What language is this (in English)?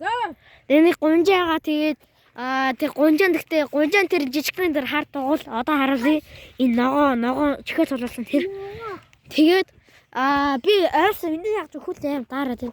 Mongolian